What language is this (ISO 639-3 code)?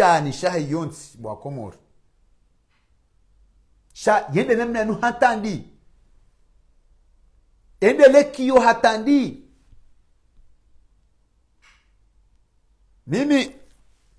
swa